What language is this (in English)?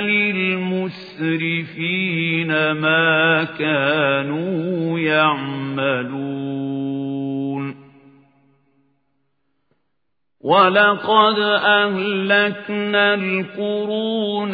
Arabic